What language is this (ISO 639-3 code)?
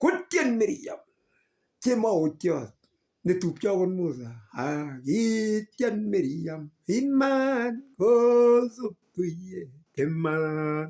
kln